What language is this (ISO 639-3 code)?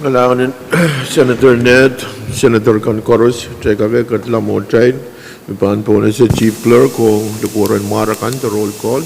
pon